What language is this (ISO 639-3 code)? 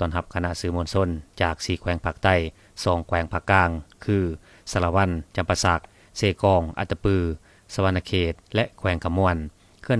lao